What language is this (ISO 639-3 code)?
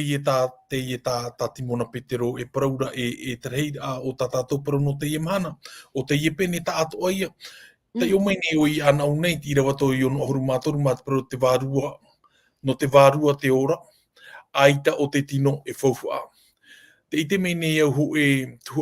tah